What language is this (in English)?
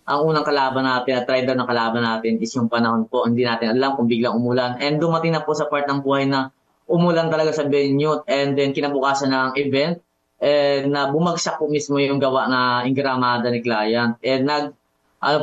Filipino